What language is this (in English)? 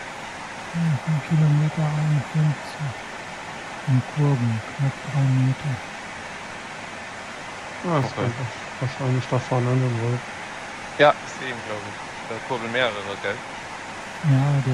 German